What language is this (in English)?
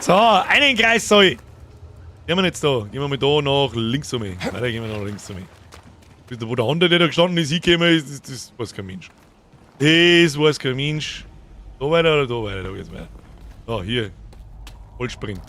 Bavarian